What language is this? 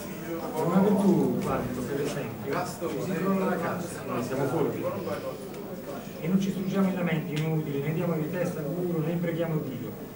Italian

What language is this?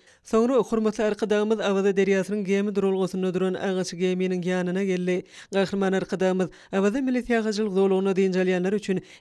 Turkmen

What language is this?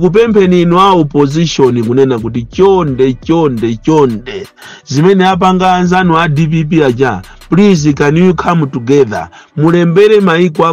Nyanja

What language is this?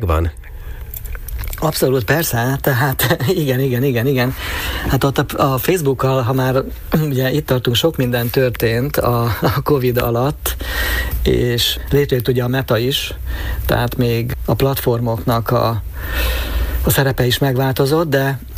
Hungarian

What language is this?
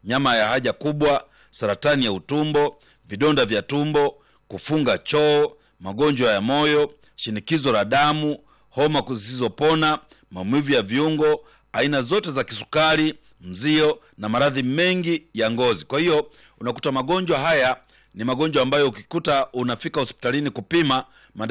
Swahili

